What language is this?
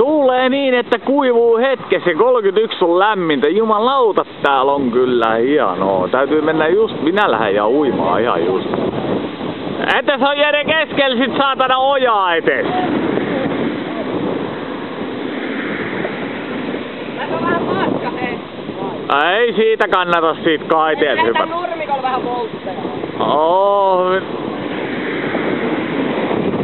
Finnish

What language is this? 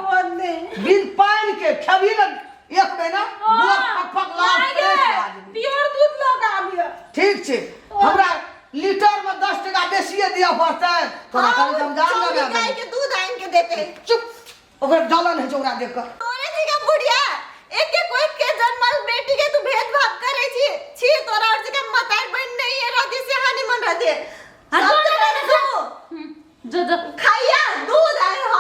Maithili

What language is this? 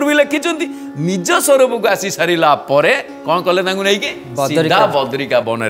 Odia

